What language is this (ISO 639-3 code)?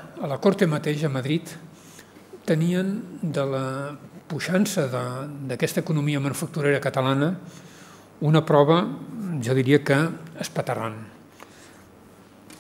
cat